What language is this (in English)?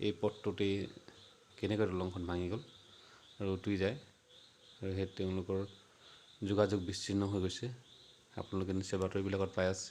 Assamese